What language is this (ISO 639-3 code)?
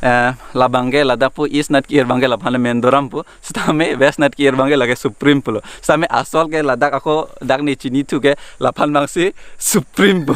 mjw